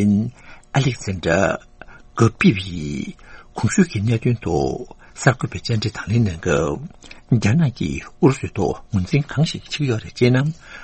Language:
Tibetan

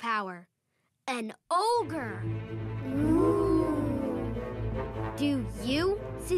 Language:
English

